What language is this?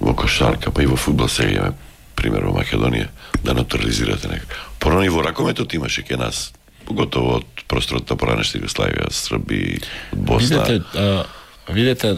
Macedonian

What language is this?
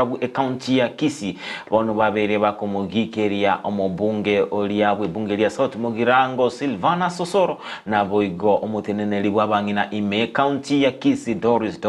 Gusii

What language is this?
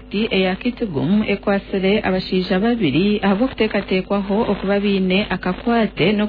Nyankole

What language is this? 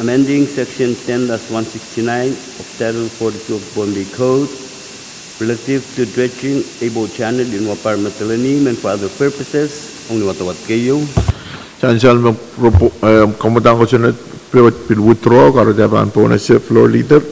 Pohnpeian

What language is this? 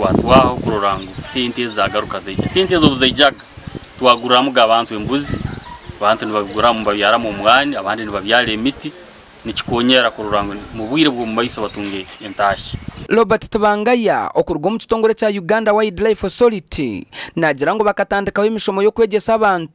Nyankole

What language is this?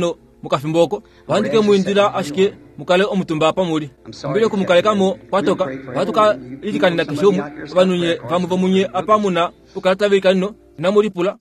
Kuanyama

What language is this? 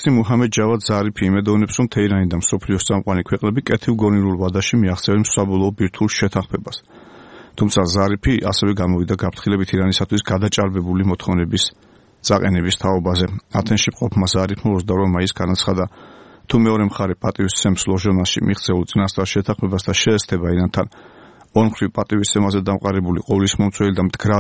Georgian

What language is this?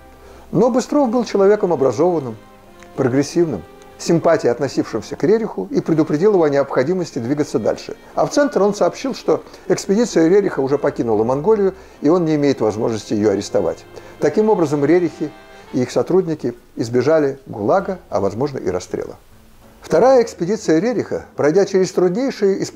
Russian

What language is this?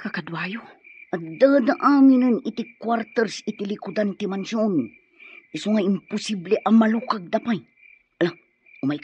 Iloko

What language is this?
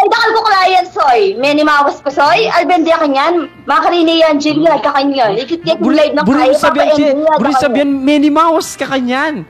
Pampanga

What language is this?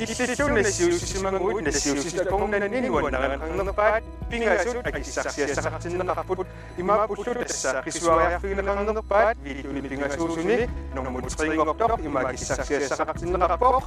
Kalaallisut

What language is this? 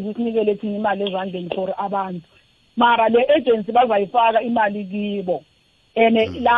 South Ndebele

